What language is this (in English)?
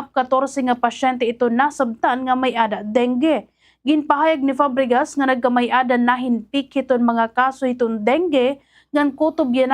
Waray